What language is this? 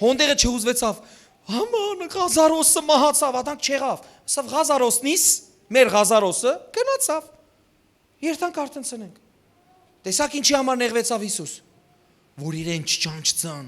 Western Armenian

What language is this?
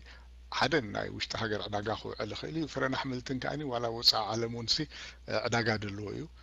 Tigrinya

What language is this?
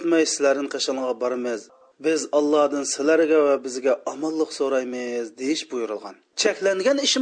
Uyghur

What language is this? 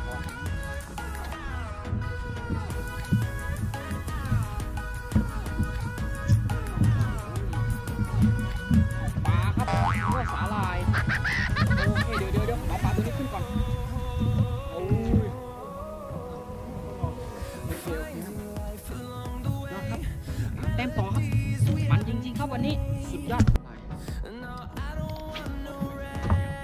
Thai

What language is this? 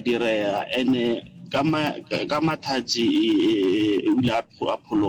Northern Sotho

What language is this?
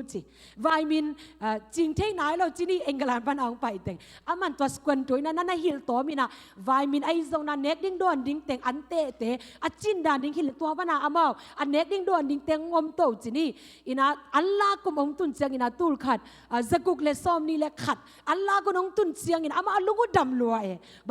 Tedim Chin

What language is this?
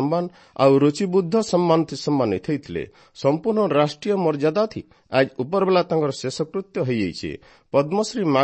Odia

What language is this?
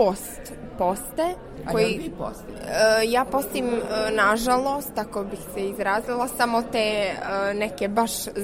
Serbian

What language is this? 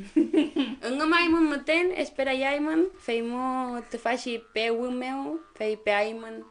Mapuche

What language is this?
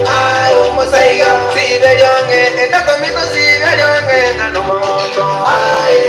Gusii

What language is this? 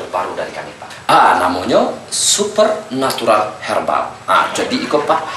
Minangkabau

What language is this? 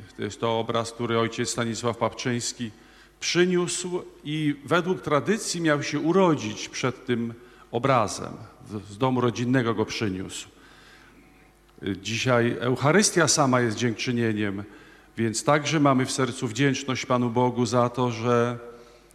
Polish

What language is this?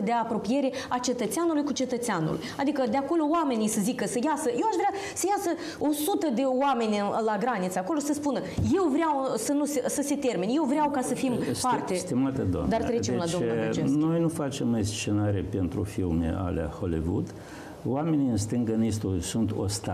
Romanian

